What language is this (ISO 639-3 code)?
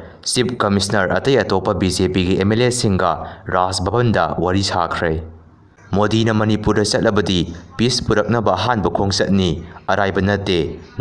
mni